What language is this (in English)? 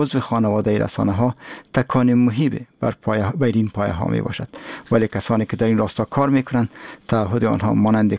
Persian